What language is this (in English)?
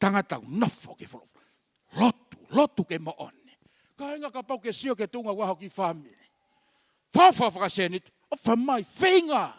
Tongan